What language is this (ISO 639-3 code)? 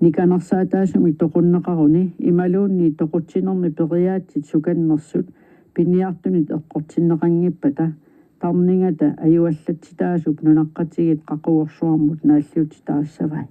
kal